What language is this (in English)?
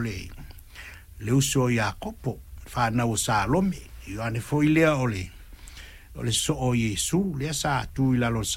Samoan